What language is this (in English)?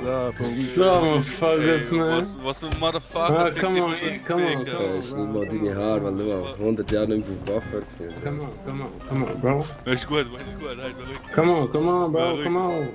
Swiss German